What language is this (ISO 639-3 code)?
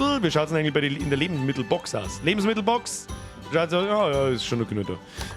bar